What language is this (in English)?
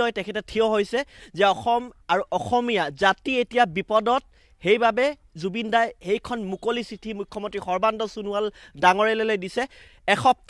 Assamese